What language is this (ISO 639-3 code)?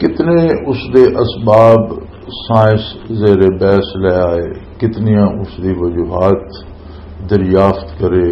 lah